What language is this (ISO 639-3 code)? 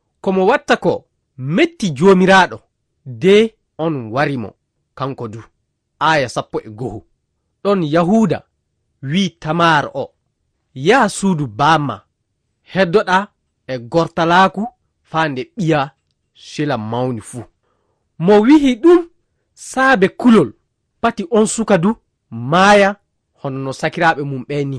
ful